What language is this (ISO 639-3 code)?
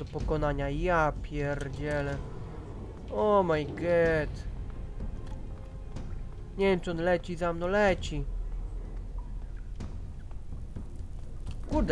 pol